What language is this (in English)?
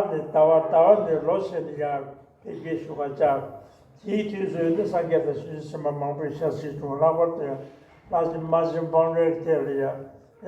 Tibetan